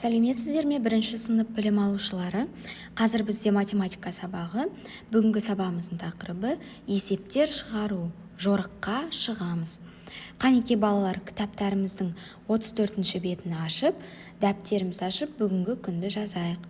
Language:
Kazakh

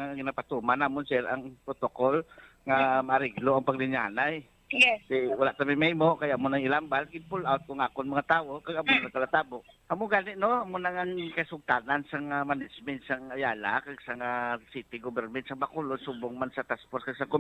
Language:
Hiligaynon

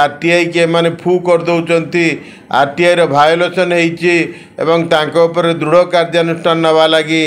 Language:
Odia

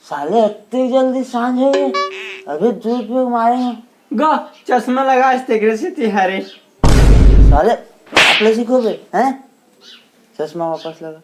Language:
Chhattisgarhi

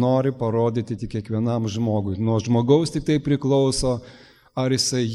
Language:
Lithuanian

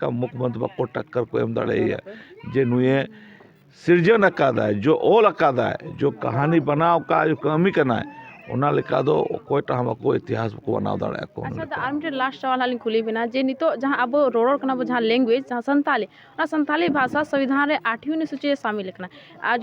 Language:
Santali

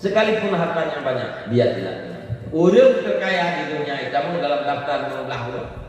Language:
Achinese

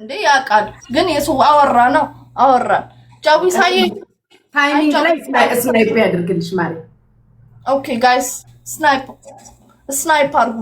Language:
Amharic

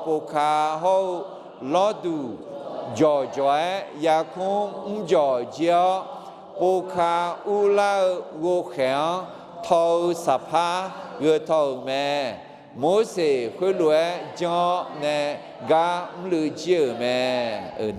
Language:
Akha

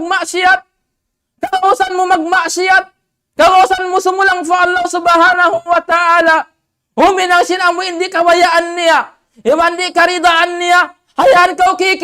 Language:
Tausug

